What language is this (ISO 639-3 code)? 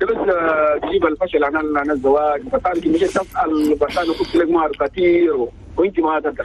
shu